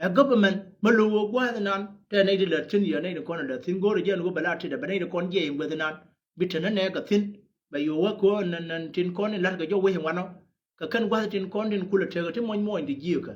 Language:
Nuer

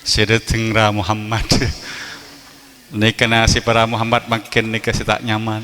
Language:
Madurese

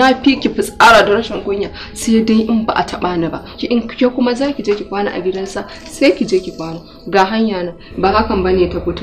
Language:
Hausa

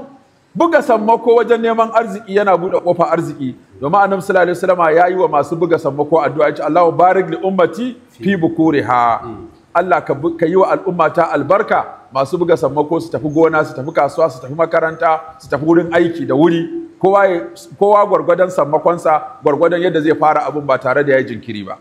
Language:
Hausa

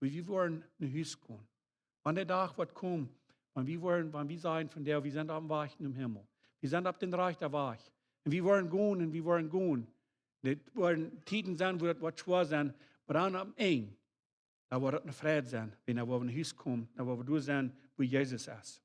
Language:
Plautdietsch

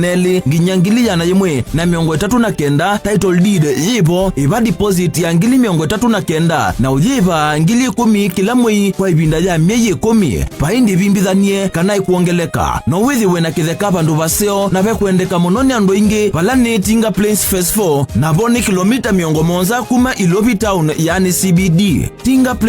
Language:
Kamba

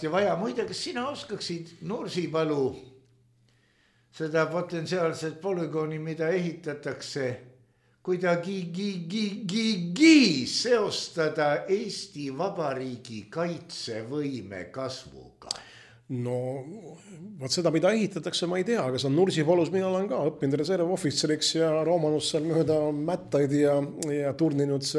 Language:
Estonian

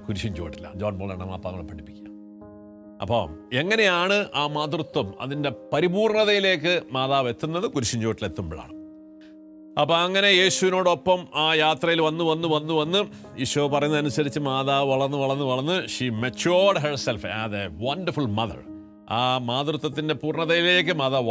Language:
Malayalam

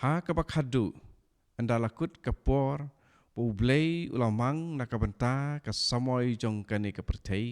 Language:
Khasi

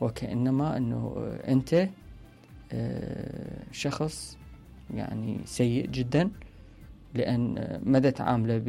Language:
Mesopotamian Arabic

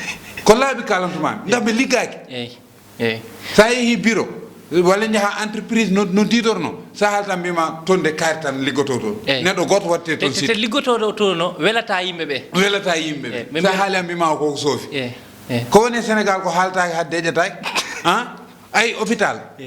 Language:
Fula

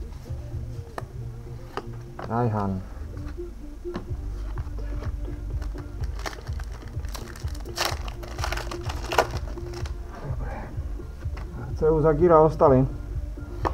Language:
Slovak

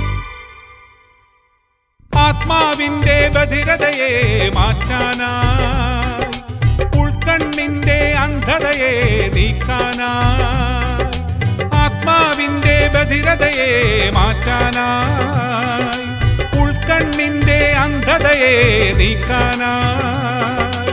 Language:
Malayalam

